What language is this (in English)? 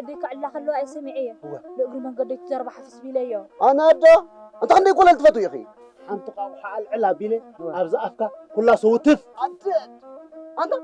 Tigrinya